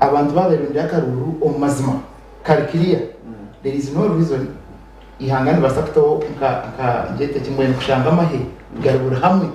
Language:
Nyankole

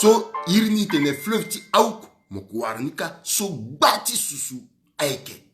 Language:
Sango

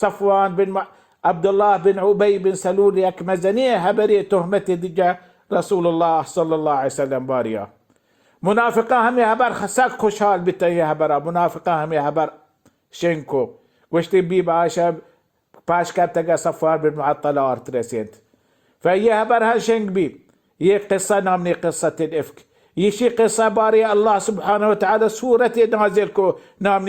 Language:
Baluchi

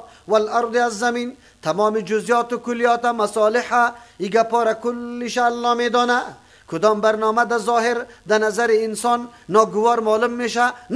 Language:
Persian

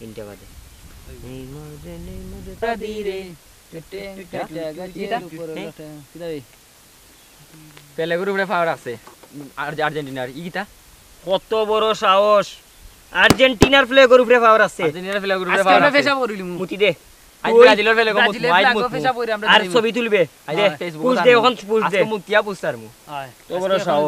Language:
Bangla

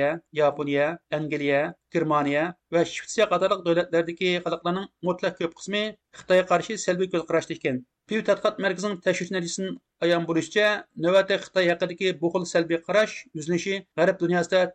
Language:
Uyghur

